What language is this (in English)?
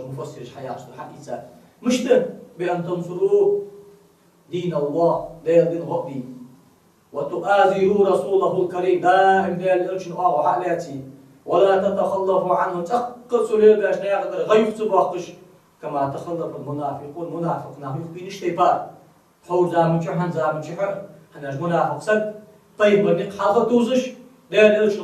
Ingush